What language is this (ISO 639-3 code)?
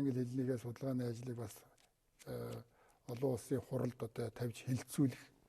mon